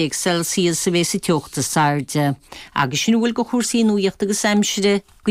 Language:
Irish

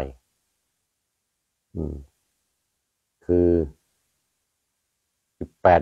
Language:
Thai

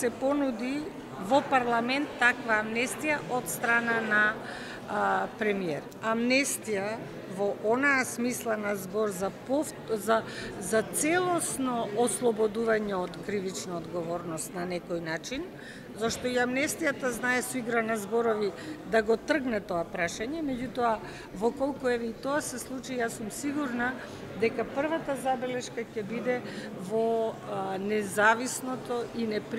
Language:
Macedonian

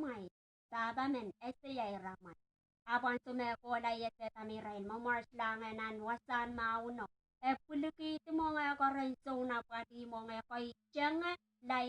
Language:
Pohnpeian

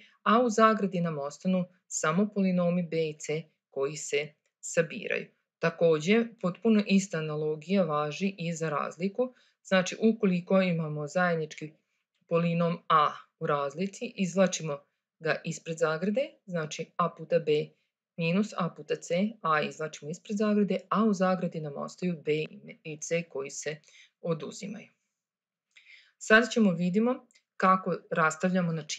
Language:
Serbian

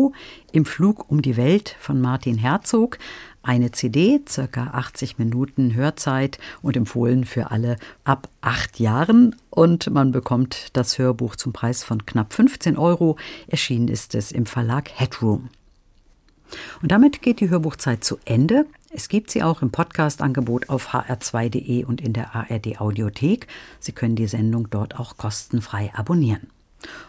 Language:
German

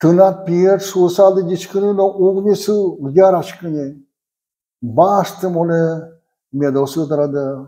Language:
Udmurt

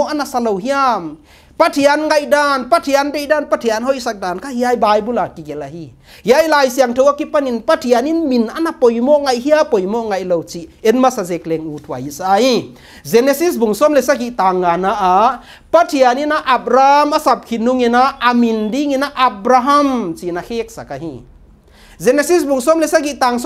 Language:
Paite Chin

